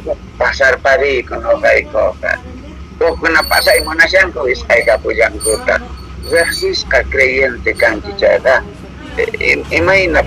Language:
South Bolivian Quechua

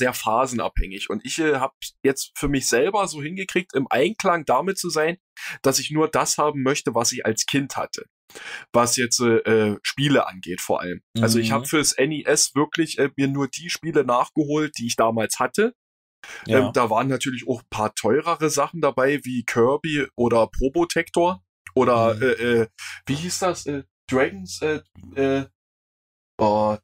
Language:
German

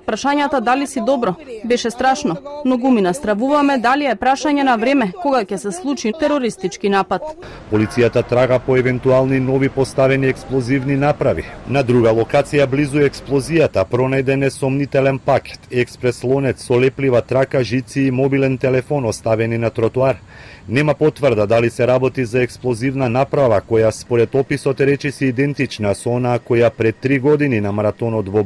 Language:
Macedonian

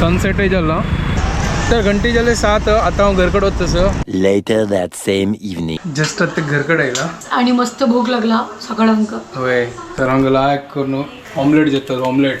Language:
Konkani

